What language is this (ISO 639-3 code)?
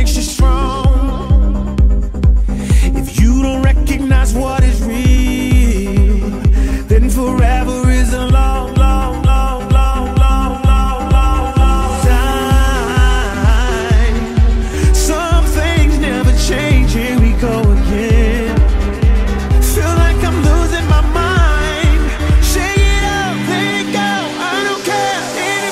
eng